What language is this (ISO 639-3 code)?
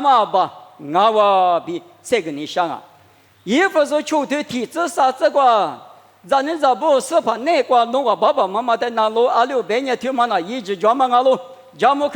lis